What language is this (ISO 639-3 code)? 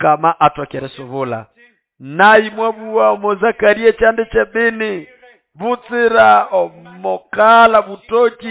nnb